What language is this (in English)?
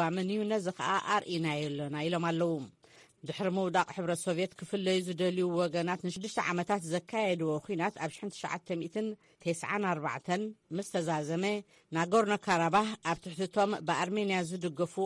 Tigrinya